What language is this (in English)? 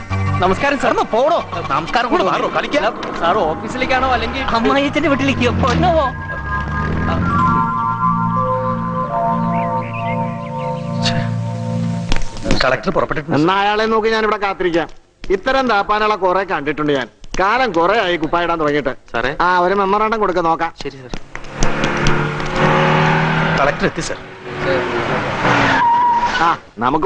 Malayalam